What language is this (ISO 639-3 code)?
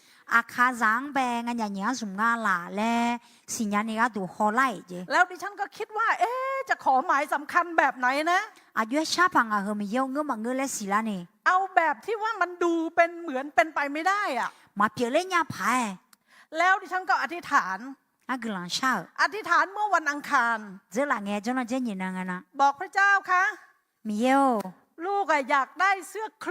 ahk